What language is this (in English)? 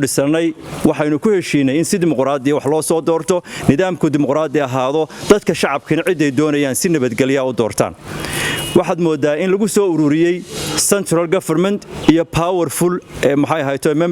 Somali